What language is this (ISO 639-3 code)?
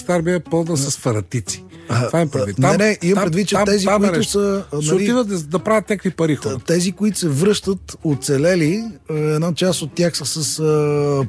bul